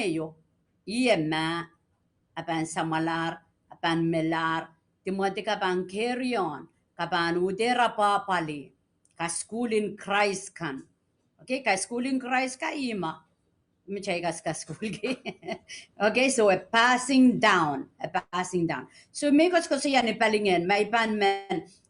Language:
Pohnpeian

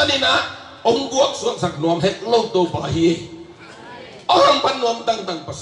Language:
Tedim Chin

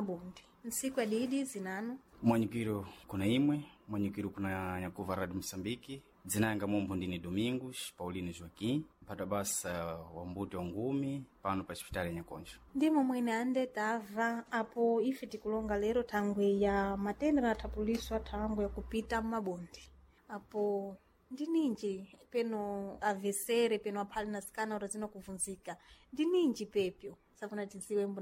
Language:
Sena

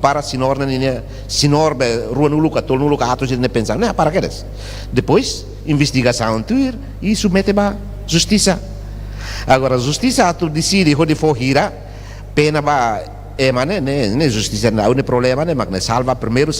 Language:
Tetum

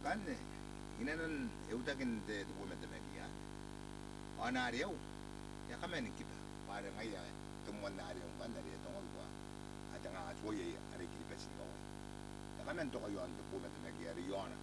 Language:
Gilbertese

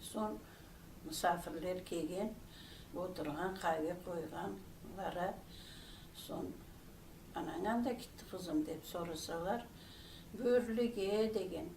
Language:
Crimean Tatar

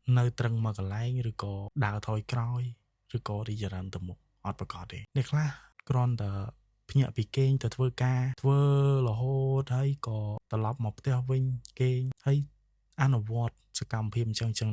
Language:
Khmer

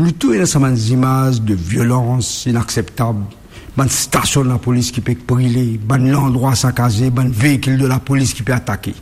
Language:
Morisyen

